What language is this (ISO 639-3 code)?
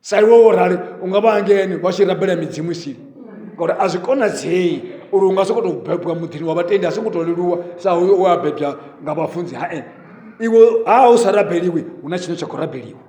ven